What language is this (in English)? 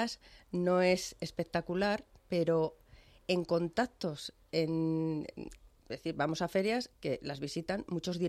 Spanish